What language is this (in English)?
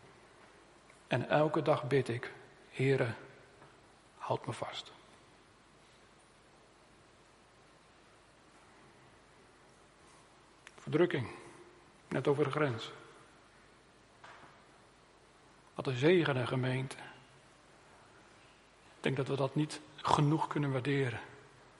Dutch